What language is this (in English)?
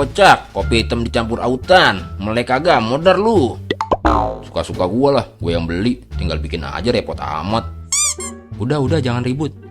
Betawi